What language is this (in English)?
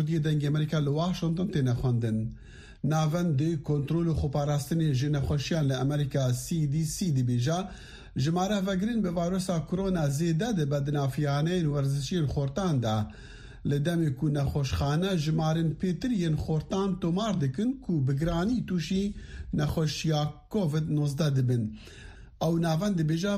Kurdish